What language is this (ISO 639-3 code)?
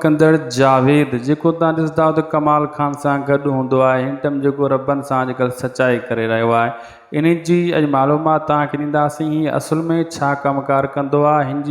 snd